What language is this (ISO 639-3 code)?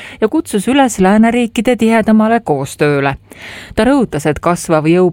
est